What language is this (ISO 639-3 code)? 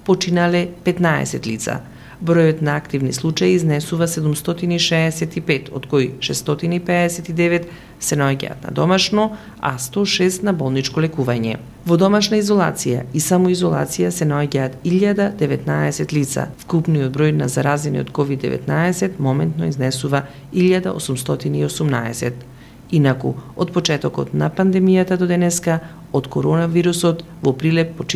mkd